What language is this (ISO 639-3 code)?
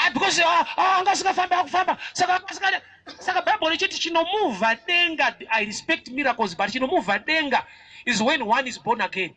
sna